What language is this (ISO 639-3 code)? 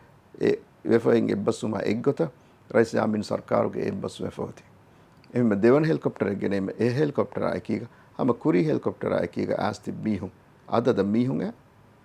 div